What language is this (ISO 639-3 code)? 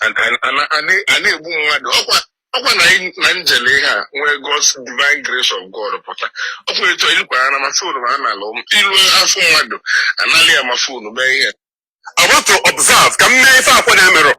ibo